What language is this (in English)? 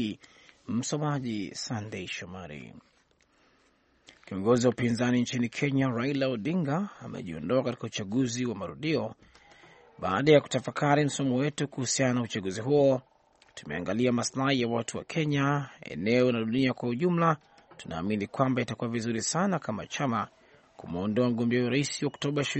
Swahili